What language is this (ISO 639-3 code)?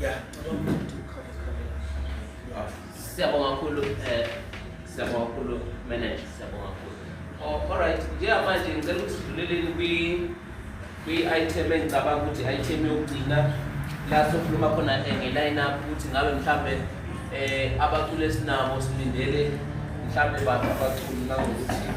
zul